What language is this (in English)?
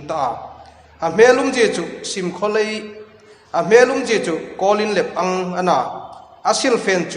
Hmar